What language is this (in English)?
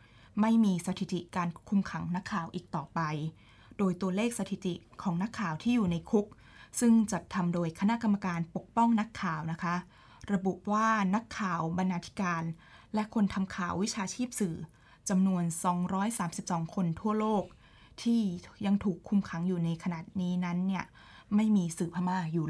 Thai